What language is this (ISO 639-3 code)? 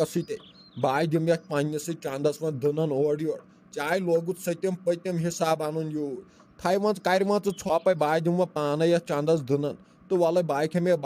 kas